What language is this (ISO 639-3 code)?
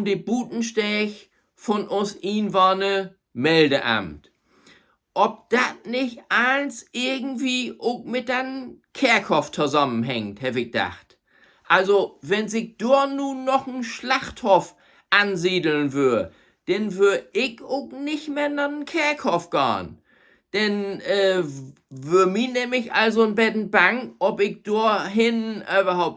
nds